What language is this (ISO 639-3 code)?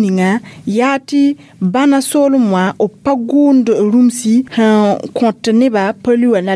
mos